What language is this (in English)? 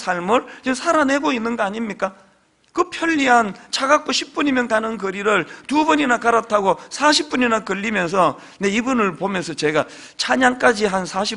Korean